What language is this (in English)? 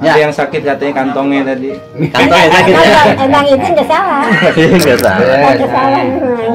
Betawi